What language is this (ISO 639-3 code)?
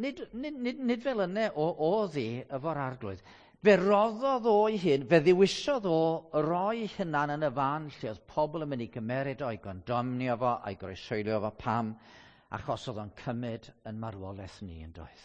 cym